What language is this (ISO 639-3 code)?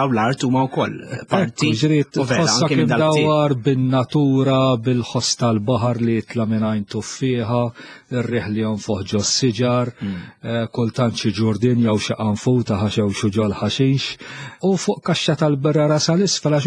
mlt